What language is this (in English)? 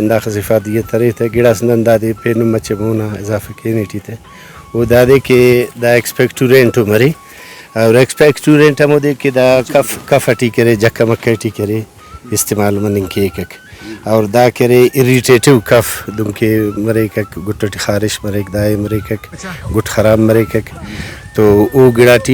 Brahui